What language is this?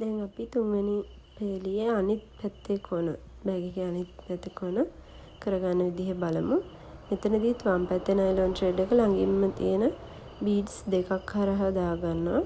Sinhala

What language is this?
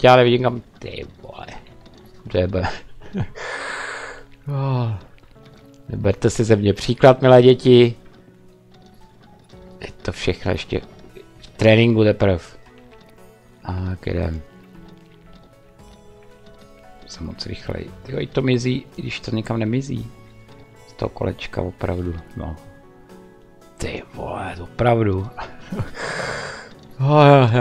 Czech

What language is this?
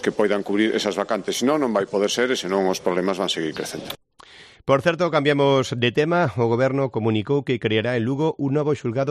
Galician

